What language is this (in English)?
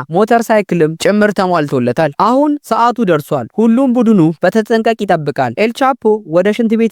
Amharic